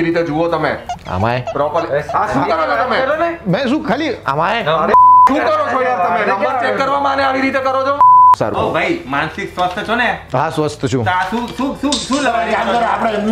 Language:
Gujarati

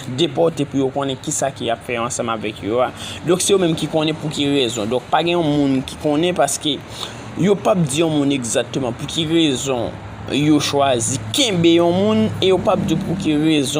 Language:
Haitian Creole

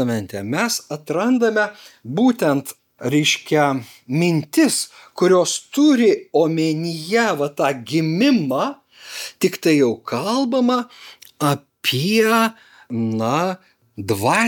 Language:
Lithuanian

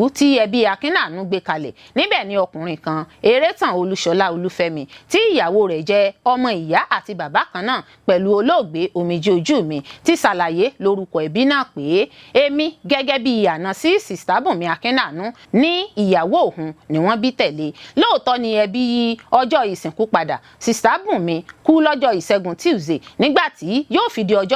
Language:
Yoruba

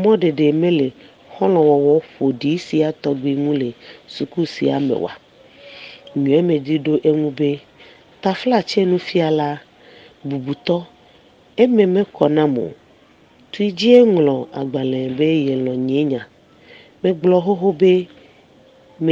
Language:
Ewe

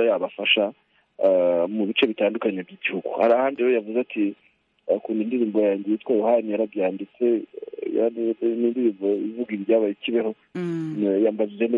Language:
Kinyarwanda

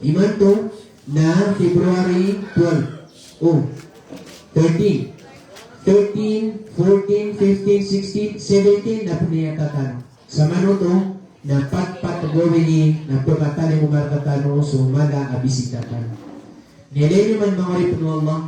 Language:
Maranao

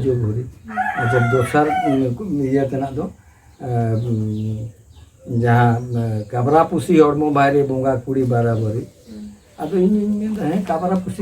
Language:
Santali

